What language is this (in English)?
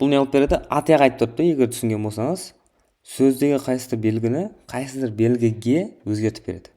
Kara-Kalpak